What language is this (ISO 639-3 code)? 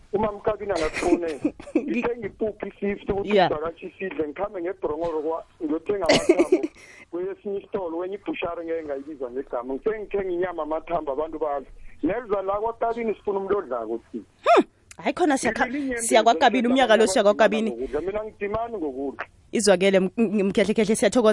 nbl